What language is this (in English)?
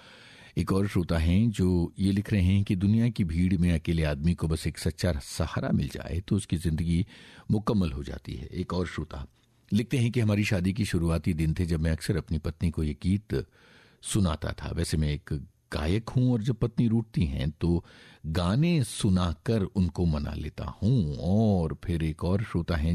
Hindi